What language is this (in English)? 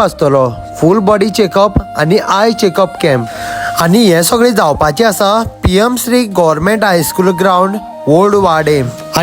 Konkani